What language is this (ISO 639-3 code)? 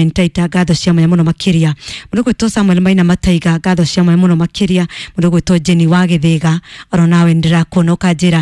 kik